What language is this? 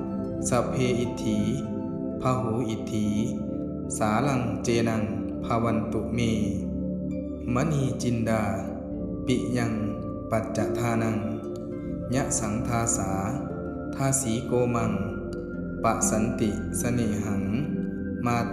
Pali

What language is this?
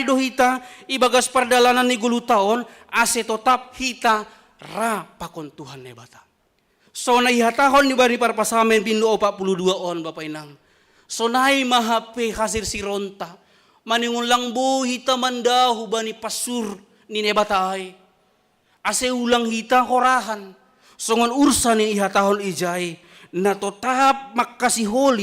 Batak Simalungun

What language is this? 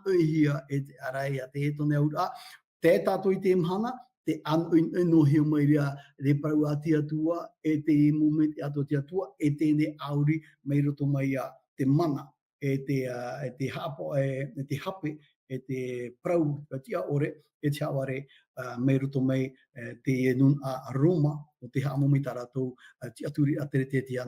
Tahitian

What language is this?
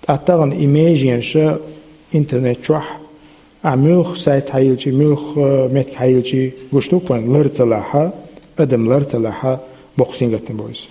Chechen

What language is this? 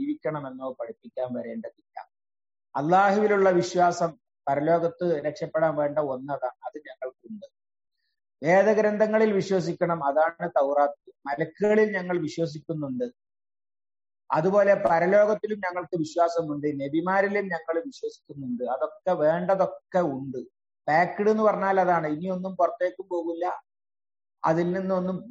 Malayalam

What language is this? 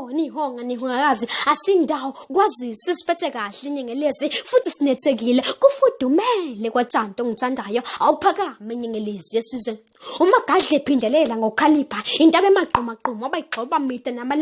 Zulu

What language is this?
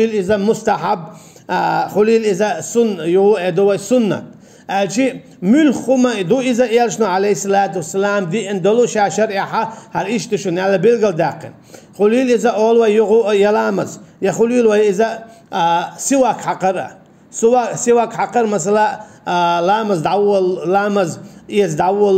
Chechen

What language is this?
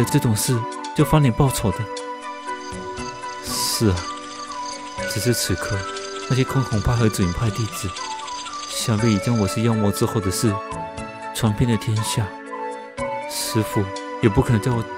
Chinese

